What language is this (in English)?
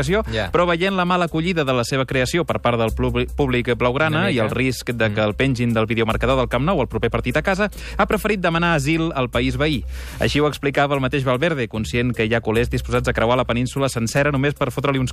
Catalan